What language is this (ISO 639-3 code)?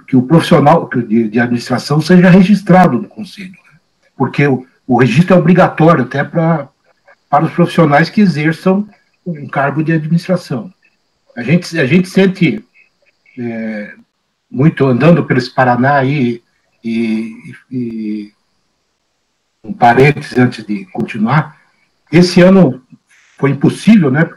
por